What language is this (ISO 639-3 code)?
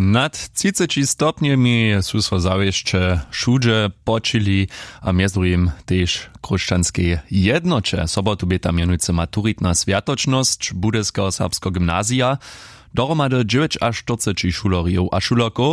hsb